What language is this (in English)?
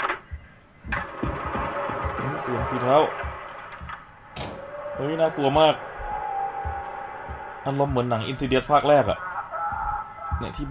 Thai